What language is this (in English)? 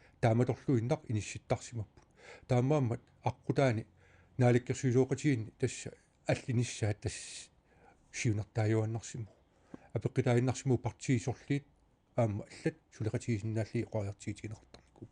Kalaallisut